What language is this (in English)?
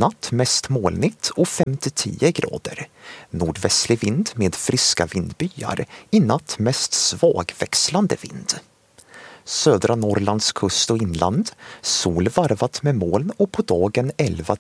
Swedish